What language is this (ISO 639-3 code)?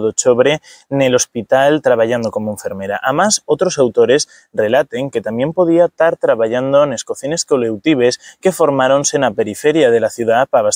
ast